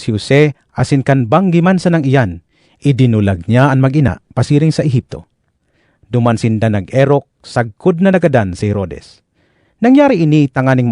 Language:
Bikol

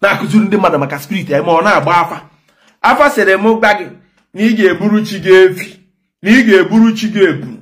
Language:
Igbo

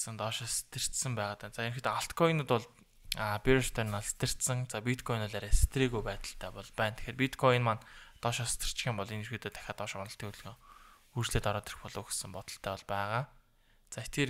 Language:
Mongolian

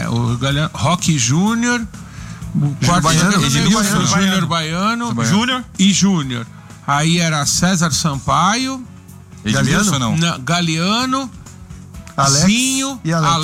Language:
Portuguese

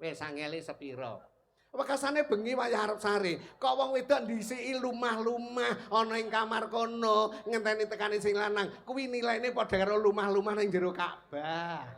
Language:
Javanese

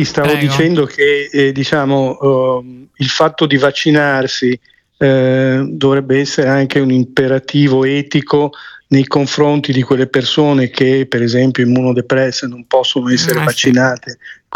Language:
Italian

